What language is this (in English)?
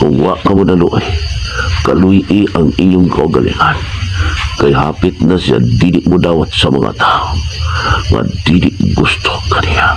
Cebuano